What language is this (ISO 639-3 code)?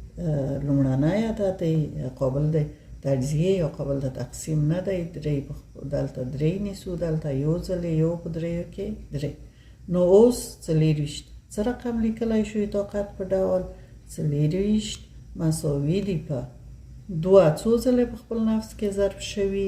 pus